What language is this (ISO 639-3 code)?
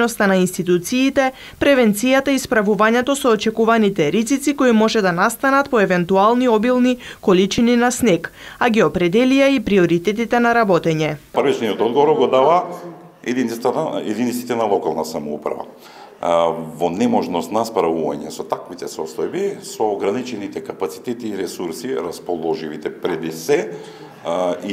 mkd